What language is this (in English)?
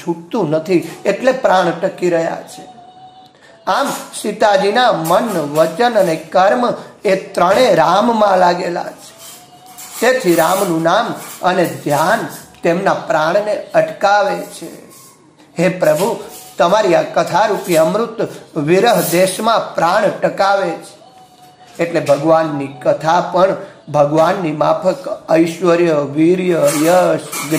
Gujarati